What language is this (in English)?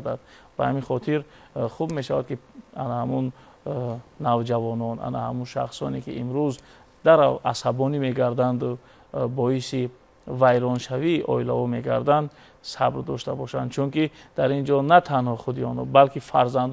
Tajik